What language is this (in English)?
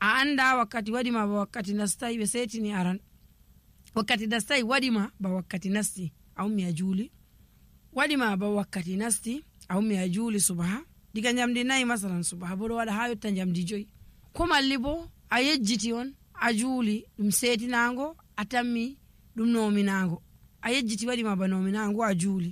Nigerian Fulfulde